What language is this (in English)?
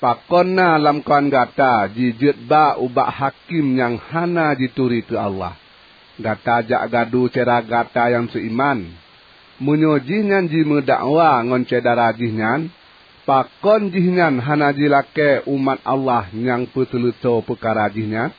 Achinese